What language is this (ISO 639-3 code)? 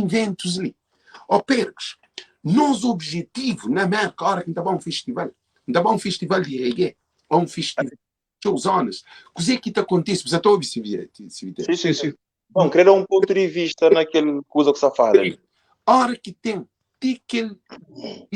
kea